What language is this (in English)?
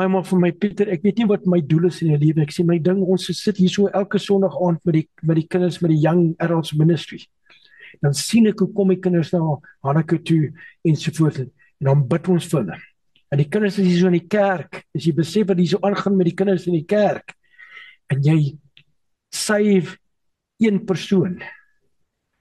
Afrikaans